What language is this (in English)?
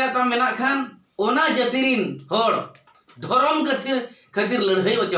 Santali